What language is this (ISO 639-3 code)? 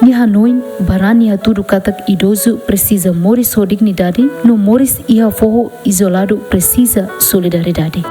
tet